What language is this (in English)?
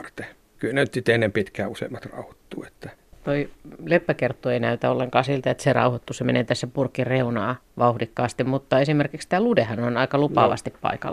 Finnish